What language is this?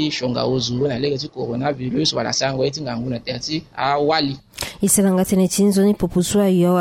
Sango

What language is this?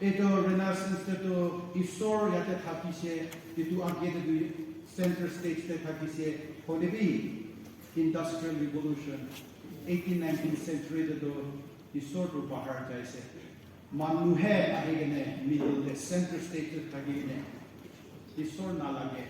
Naga Pidgin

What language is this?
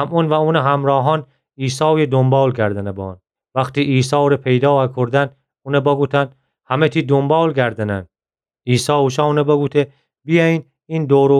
Gilaki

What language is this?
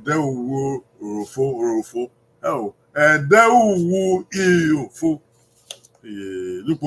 Bini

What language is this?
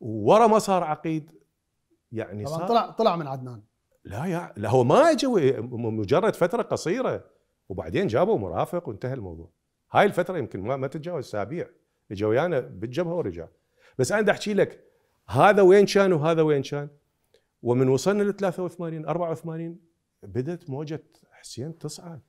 Mesopotamian Arabic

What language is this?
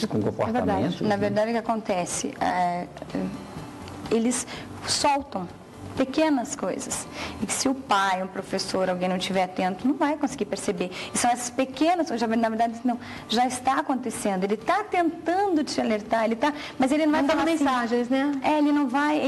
Portuguese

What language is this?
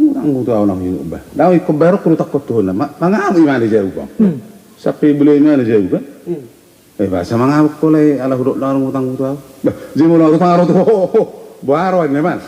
Batak Toba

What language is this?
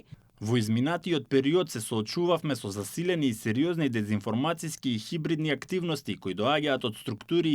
Macedonian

